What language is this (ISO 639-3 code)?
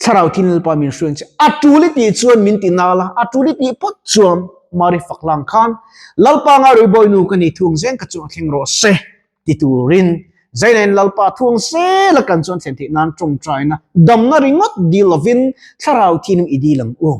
lus